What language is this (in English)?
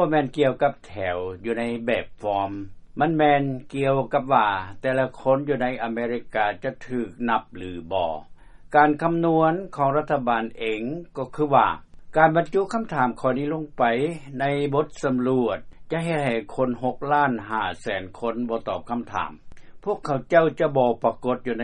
Lao